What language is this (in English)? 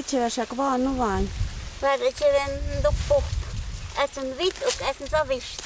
Totontepec Mixe